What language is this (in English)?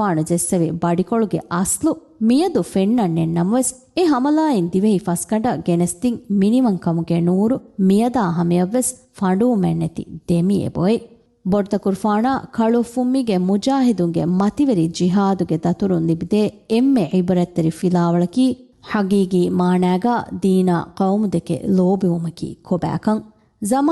Divehi